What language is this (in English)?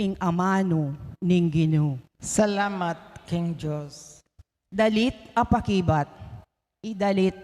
Pampanga